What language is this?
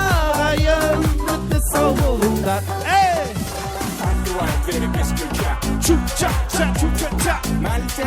Kara-Kalpak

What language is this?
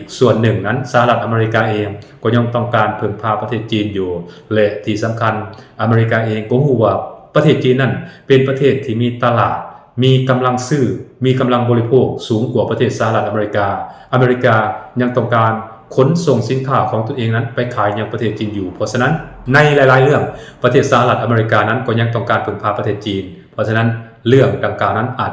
Lao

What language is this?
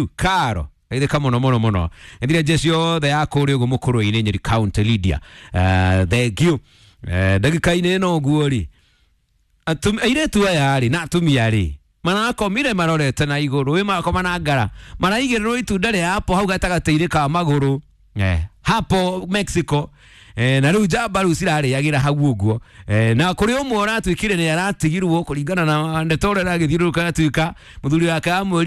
Kikuyu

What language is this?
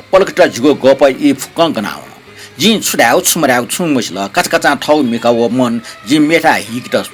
Newari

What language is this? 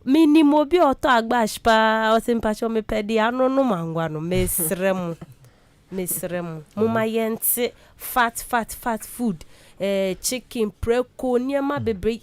Akan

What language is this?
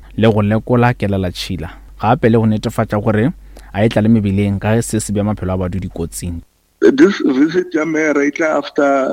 Northern Sotho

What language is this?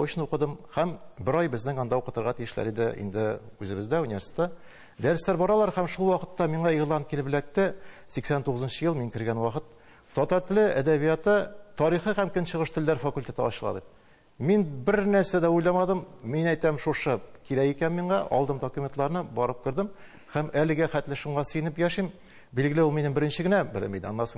Tatar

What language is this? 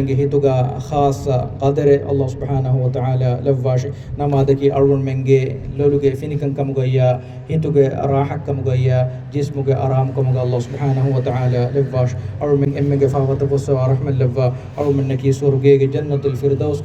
Divehi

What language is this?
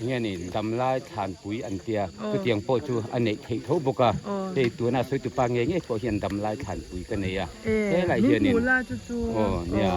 Mizo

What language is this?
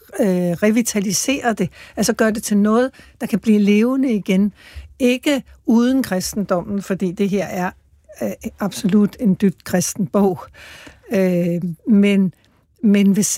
Danish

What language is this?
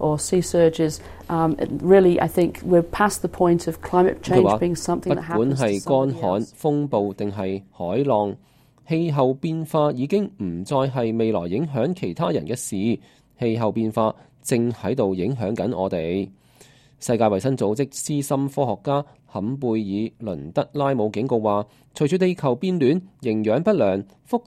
Cantonese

